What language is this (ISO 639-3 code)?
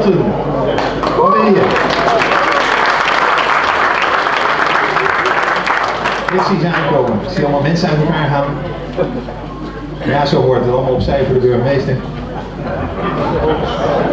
nld